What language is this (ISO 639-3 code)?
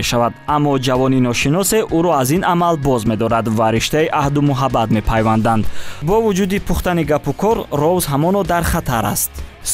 tgk